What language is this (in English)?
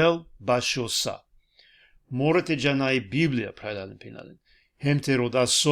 Balkan Romani